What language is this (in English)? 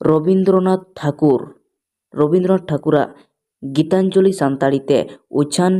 Santali